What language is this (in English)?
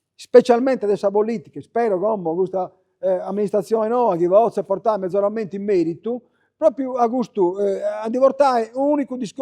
Sardinian